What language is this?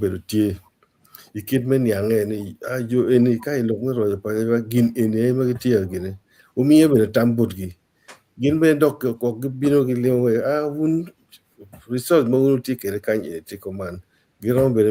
Acoli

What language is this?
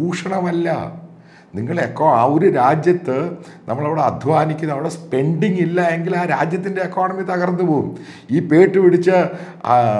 Malayalam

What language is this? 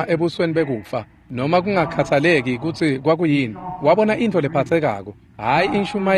Swati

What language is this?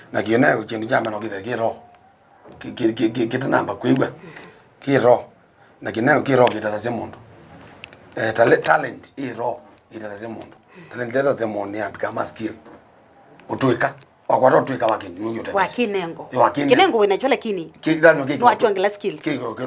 Kamba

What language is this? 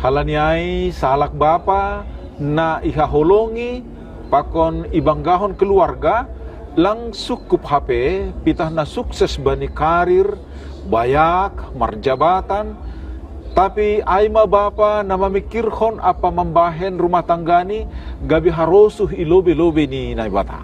Batak Simalungun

